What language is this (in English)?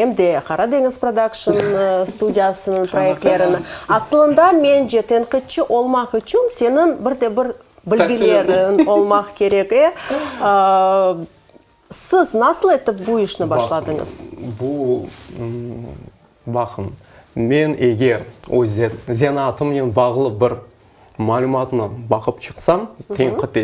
Crimean Tatar